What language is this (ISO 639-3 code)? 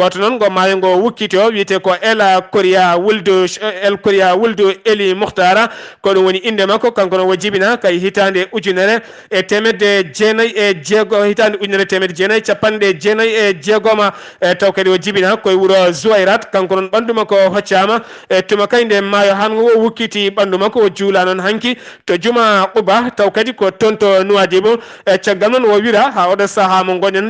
ful